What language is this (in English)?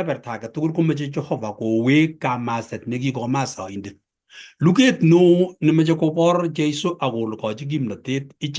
Kalenjin